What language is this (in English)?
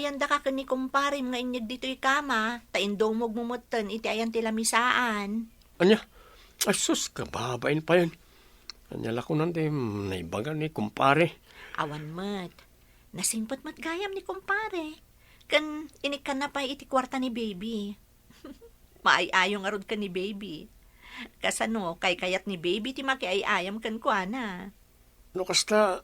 Iloko